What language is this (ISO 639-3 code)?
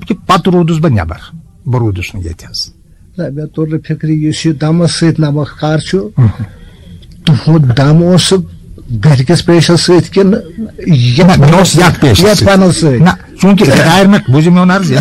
kas